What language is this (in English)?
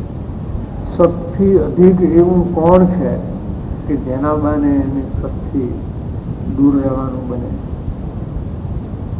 Gujarati